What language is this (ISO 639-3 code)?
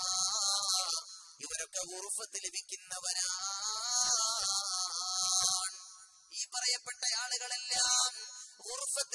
mal